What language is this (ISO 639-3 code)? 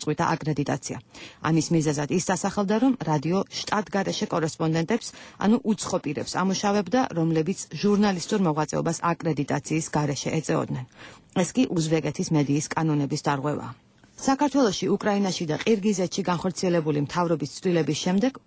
kat